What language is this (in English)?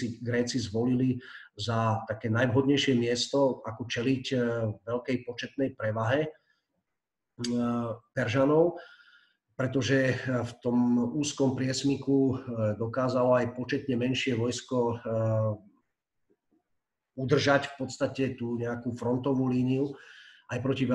Slovak